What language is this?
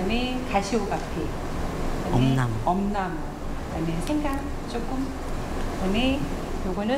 Korean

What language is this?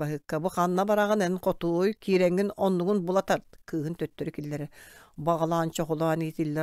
Yakut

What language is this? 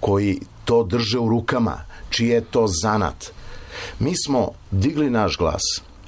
Serbian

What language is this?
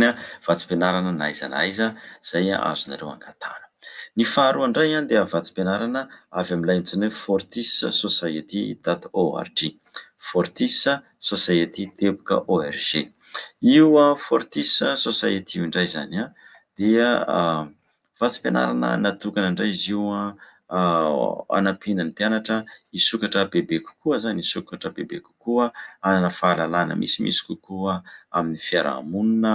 Malagasy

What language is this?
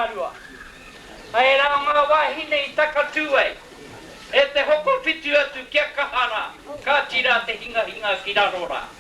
Māori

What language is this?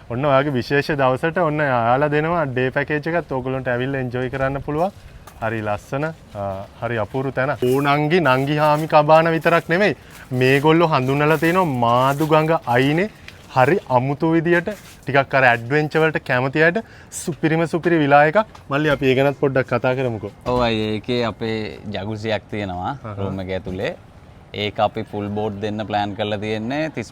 Sinhala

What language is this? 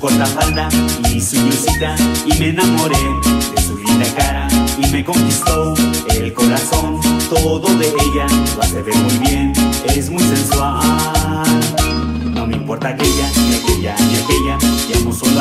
Spanish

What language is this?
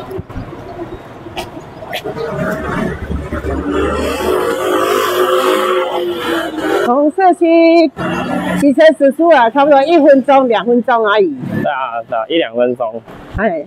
Chinese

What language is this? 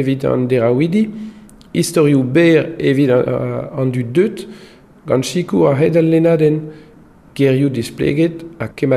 Breton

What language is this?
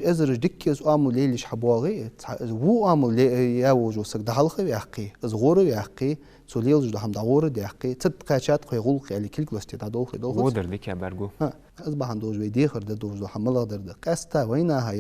Ingush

